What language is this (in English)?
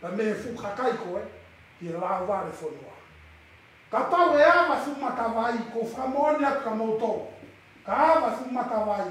Tongan